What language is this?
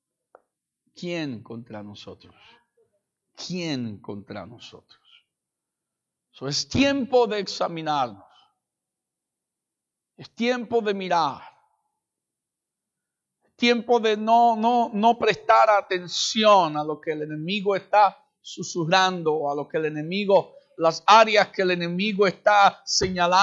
Spanish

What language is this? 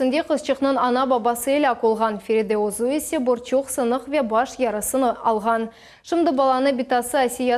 Crimean Tatar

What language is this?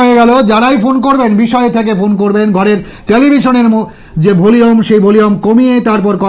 Bangla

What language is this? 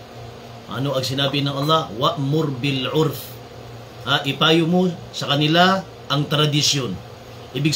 Maranao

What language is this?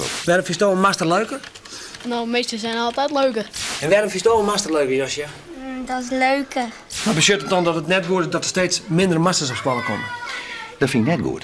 Western Frisian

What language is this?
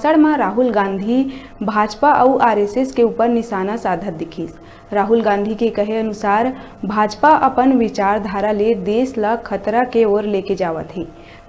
Chhattisgarhi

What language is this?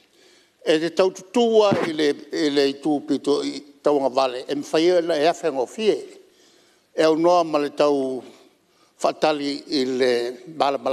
Samoan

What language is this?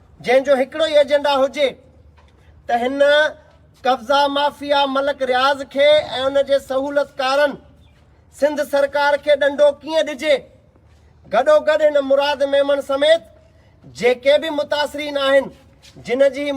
Sindhi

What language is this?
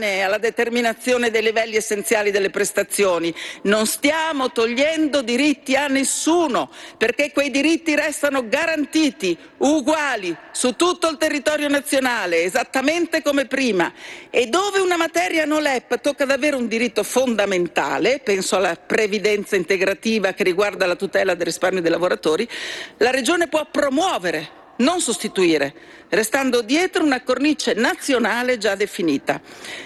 Italian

